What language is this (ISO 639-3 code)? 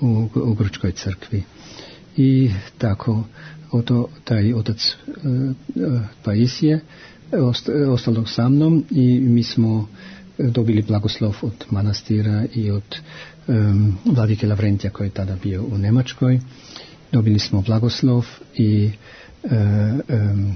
srp